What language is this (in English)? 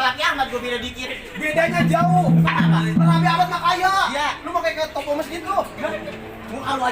Betawi